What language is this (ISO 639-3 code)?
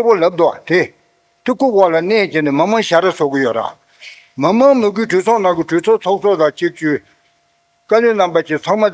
bod